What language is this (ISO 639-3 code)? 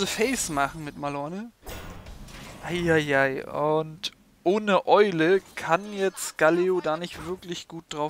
deu